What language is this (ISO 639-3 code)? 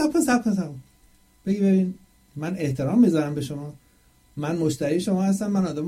fas